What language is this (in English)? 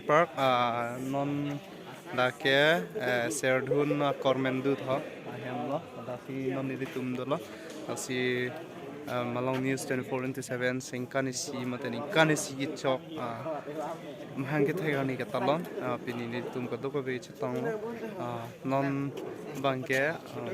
Karbi